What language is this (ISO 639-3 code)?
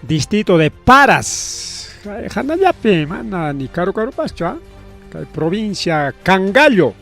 quy